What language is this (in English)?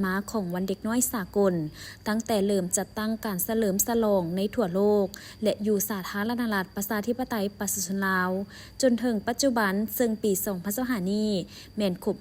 Lao